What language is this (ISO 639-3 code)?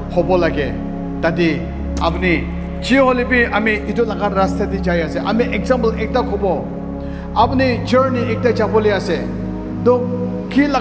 nag